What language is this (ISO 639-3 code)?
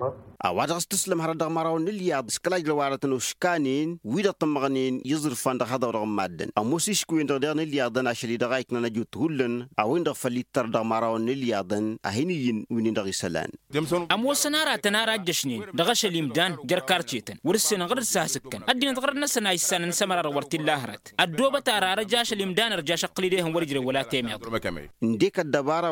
taq